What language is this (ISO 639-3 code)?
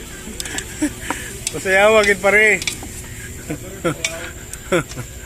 ceb